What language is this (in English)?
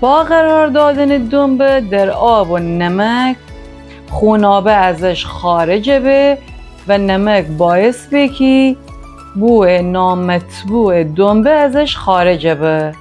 Gilaki